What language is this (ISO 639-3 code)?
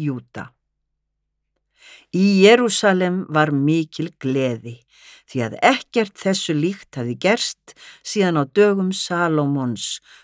isl